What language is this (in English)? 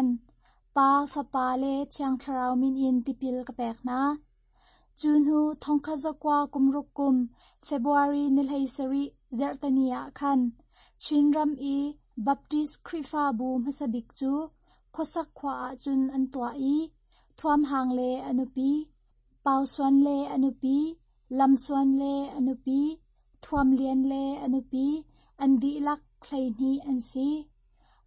Hakha Chin